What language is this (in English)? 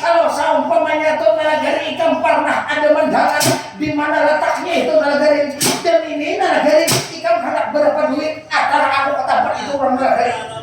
Banjar